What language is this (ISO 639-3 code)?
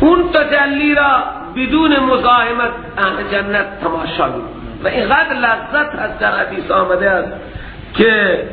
fas